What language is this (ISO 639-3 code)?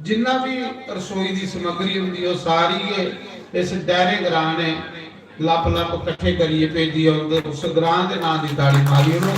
doi